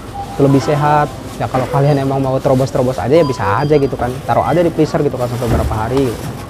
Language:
Indonesian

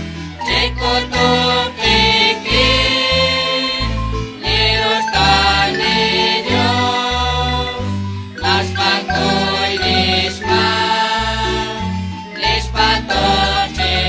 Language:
Kekchí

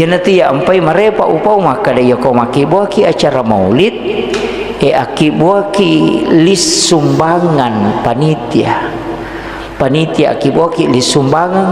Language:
Buginese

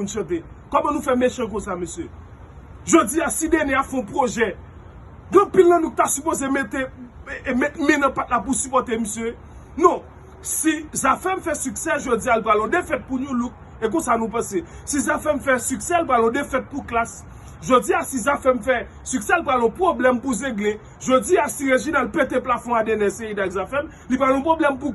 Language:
Haitian Creole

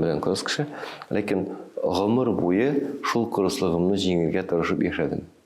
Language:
Tatar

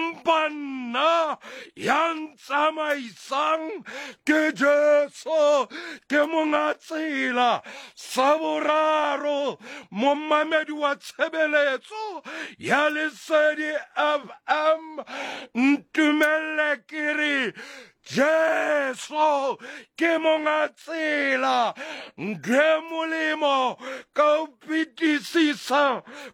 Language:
Southern Sotho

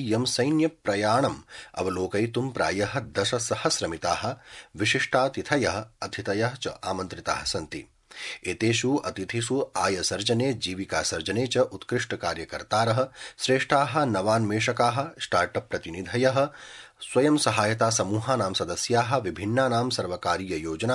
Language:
Sanskrit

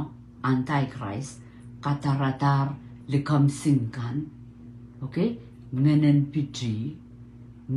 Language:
Pohnpeian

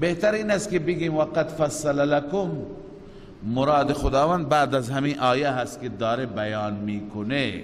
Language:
Persian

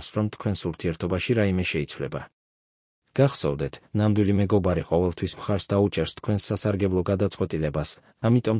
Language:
Georgian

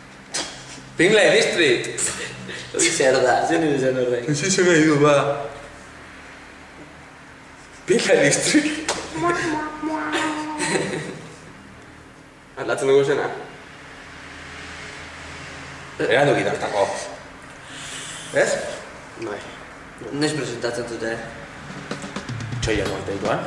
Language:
Basque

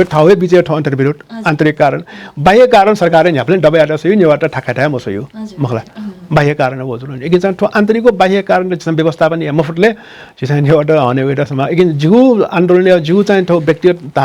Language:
Newari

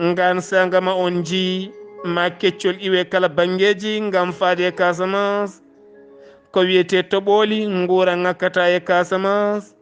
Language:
Fula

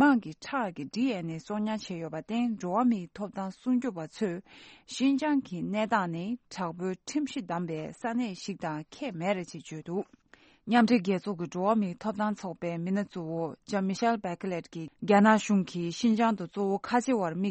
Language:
Tibetan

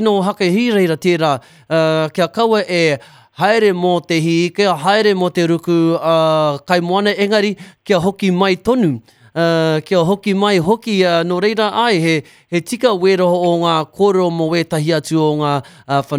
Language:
Māori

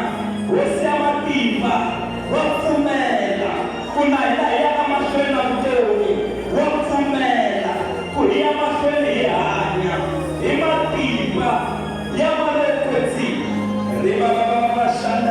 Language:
Tsonga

